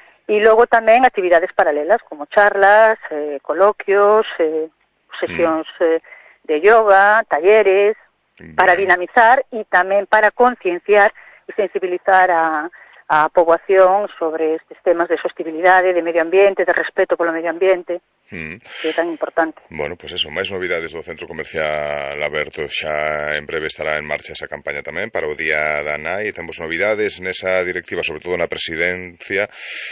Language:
Galician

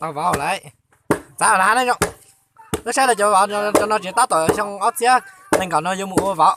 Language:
Hmong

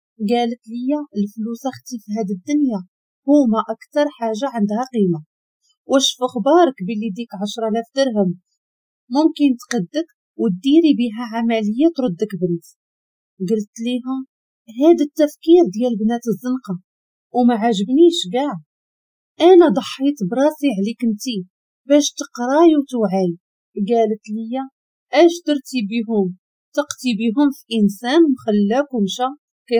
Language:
Moroccan Arabic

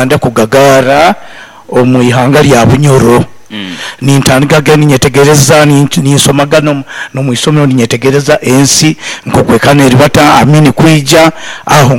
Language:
Nyoro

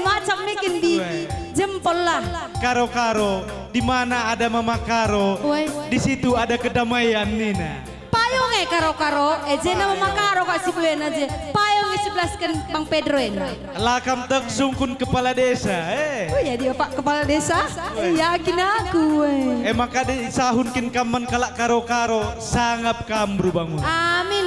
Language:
Batak Karo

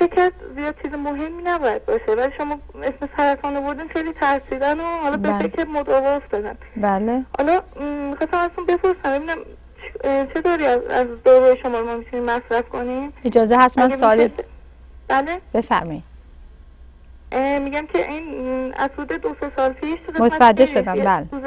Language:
Persian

